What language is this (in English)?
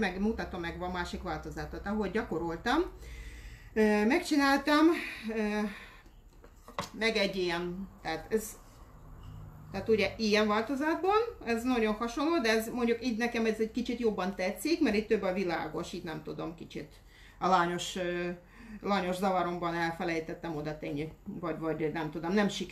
Hungarian